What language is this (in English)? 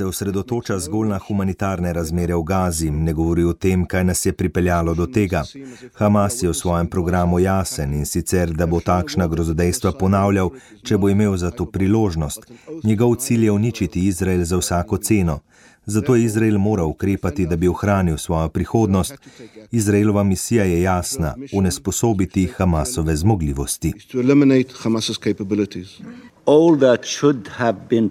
Slovenian